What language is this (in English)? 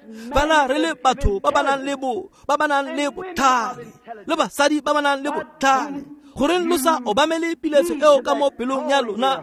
Tswana